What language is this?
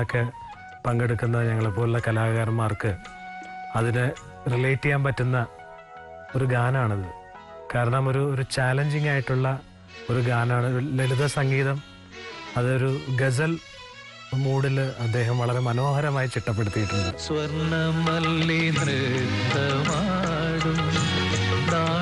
Malayalam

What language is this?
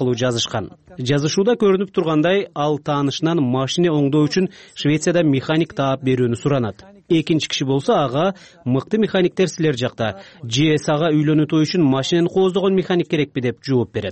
Kyrgyz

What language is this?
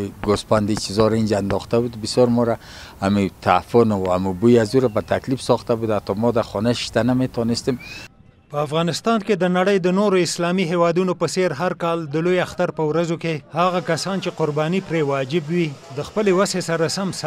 Pashto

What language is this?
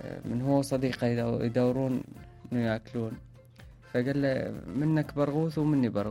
Mesopotamian Arabic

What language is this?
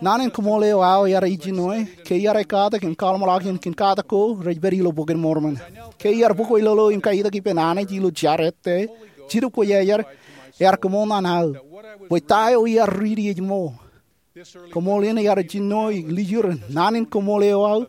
Marshallese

